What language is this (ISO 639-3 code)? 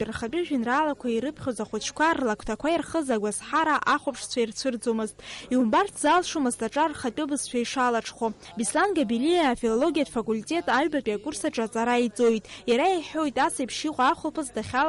abk